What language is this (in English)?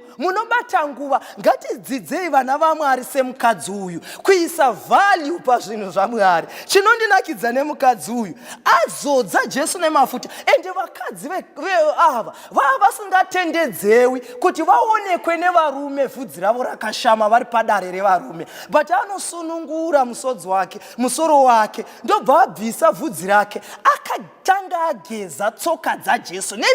Shona